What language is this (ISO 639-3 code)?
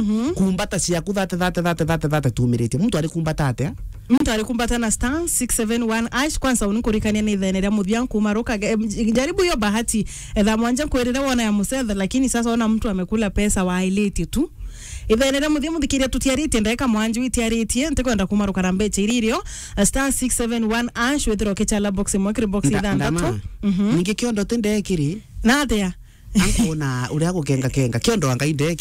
mer